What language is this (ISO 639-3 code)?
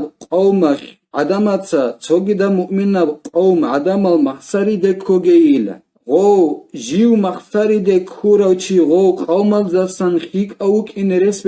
ava